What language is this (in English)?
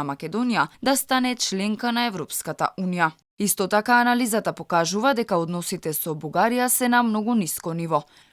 Macedonian